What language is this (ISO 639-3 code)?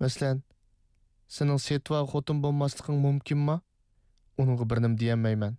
uig